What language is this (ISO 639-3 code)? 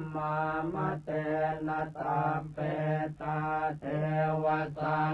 pli